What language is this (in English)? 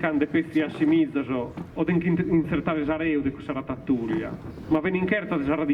Sardinian